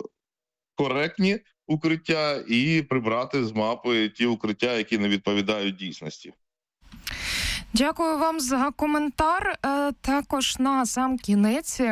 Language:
Ukrainian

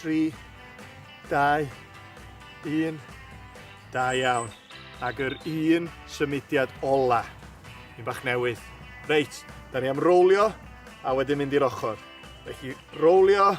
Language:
Welsh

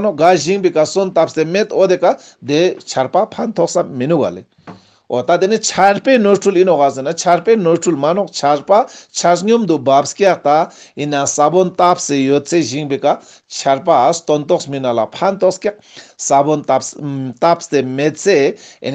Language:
Ladakhi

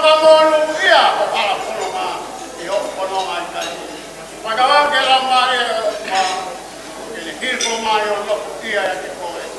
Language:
Tongan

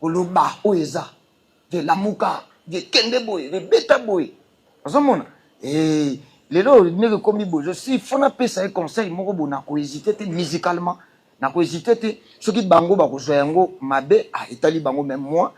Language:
Lingala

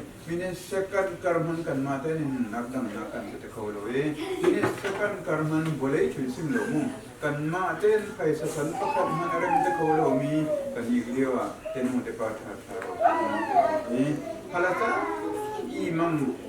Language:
Hakha Chin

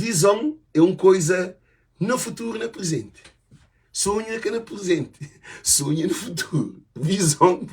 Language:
Kabuverdianu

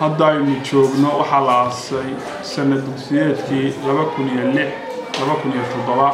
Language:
Somali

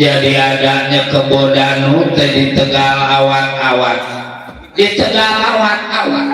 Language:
Betawi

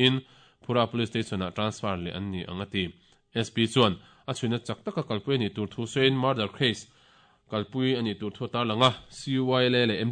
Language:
Mizo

